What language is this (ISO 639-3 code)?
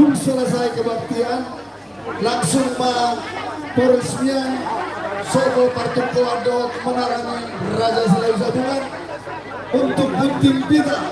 bbc